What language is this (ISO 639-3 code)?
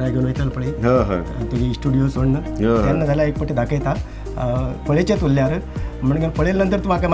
kok